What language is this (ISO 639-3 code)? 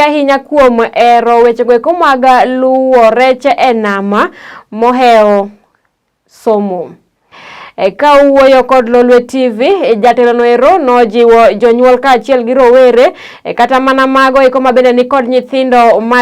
luo